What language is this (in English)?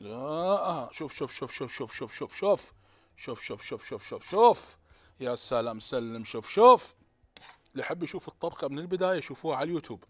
Mesopotamian Arabic